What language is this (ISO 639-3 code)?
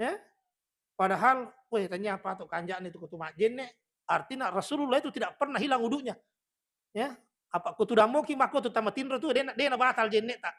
bug